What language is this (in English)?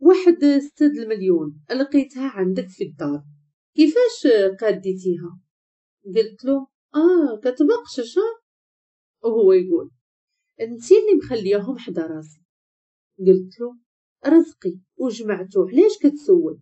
Moroccan Arabic